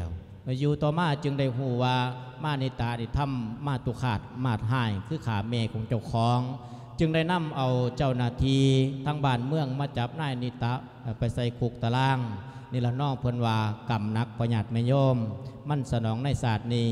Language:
Lao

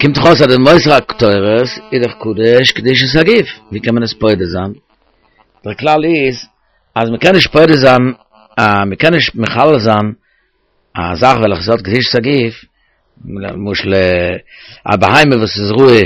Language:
Yiddish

